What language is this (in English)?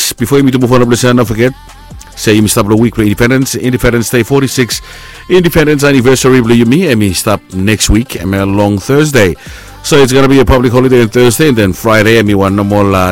Bislama